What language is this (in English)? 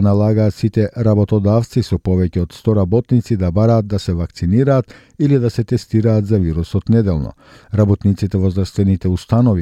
Macedonian